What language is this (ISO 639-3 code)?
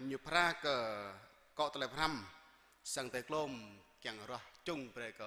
jra